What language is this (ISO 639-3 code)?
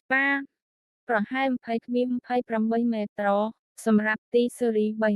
khm